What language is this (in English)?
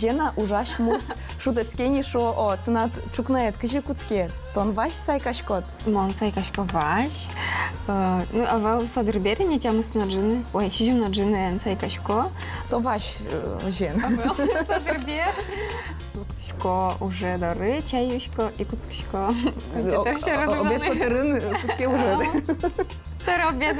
Udmurt